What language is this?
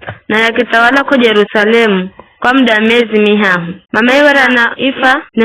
Giryama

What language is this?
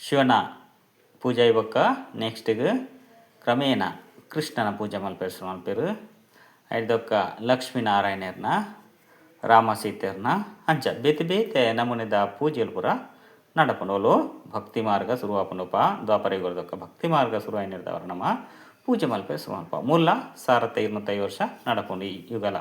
Tulu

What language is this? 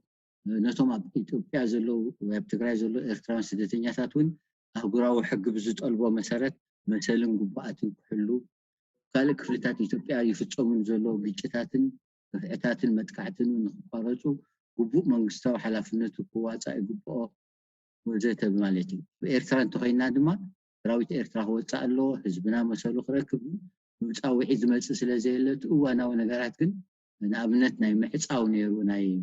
Tigrinya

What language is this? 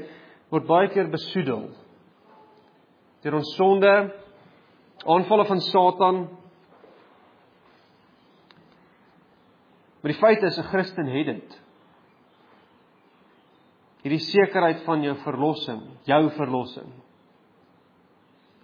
Afrikaans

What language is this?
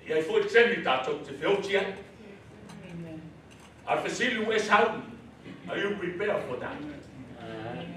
Samoan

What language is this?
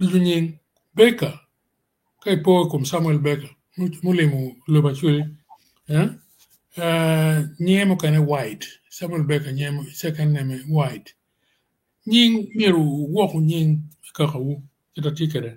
Acoli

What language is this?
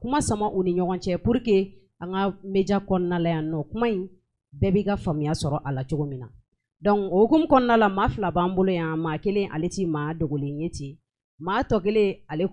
Bambara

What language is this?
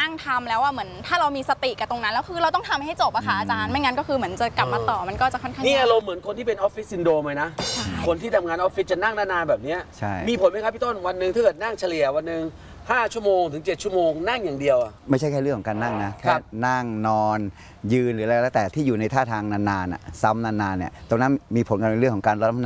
Thai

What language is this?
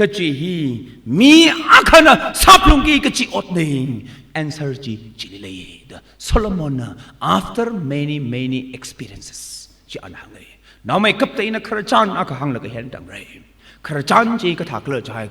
Tangkhul Naga (India)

